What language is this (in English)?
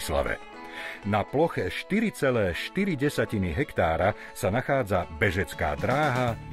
Slovak